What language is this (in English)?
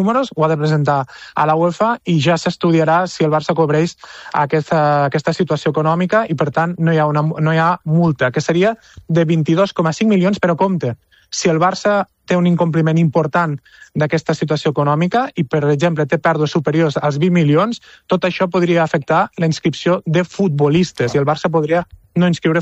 Catalan